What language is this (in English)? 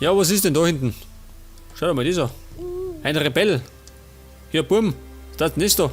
Bavarian